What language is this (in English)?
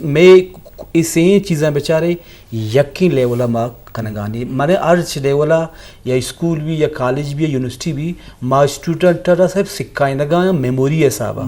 Eastern Balochi